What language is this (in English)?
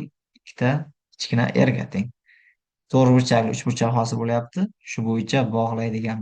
Uzbek